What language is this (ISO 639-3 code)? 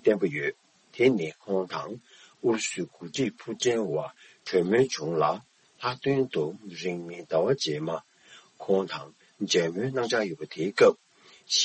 bod